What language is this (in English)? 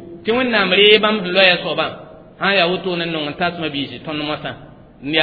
Mossi